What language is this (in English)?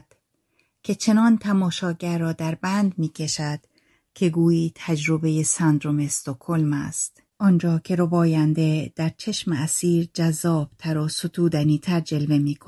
Persian